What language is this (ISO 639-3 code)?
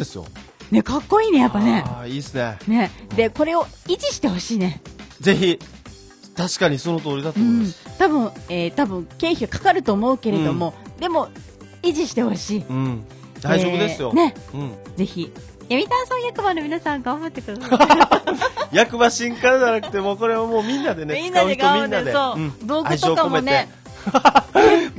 jpn